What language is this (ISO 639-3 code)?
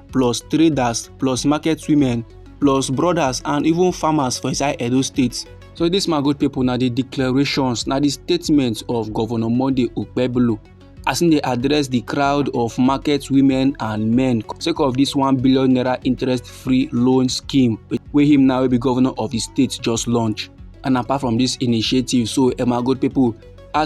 pcm